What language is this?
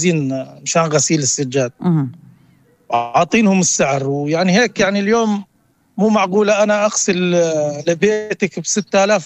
North Levantine Arabic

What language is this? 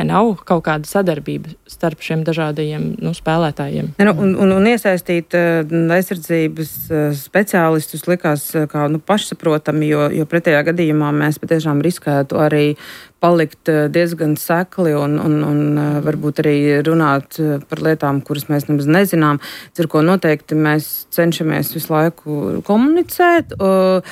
Latvian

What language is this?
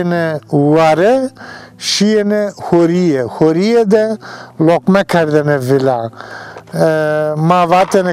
Zaza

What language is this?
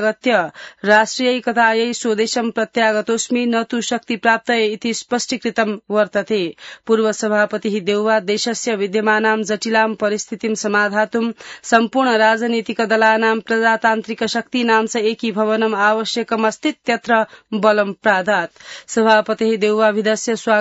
Sanskrit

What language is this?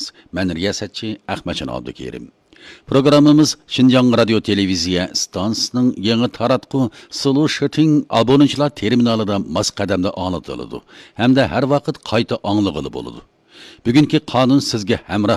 Uyghur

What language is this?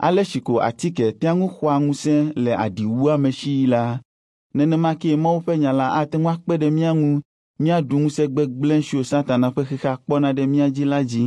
Ewe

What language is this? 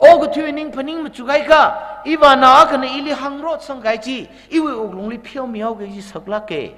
Tangkhul Naga (India)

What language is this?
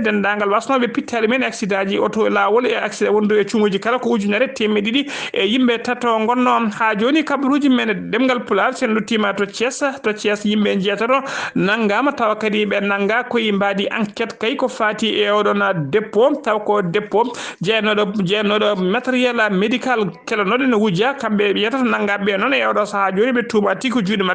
Fula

